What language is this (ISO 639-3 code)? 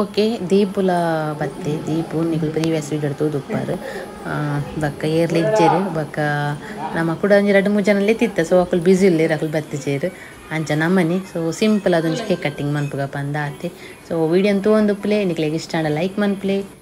tcy